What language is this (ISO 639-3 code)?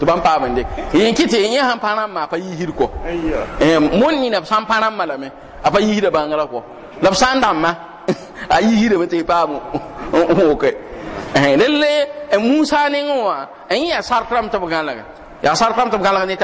mos